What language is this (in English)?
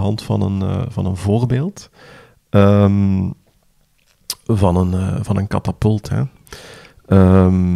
Dutch